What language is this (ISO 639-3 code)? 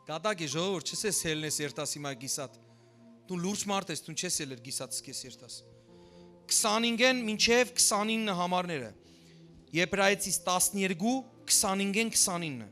hyw